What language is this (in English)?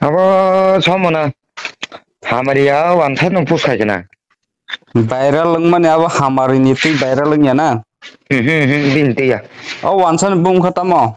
Kok Borok